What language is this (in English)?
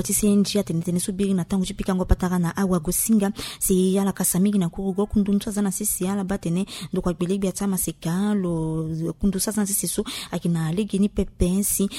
Sango